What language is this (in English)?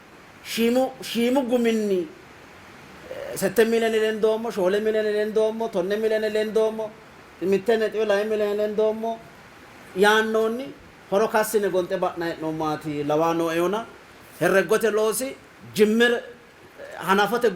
Sidamo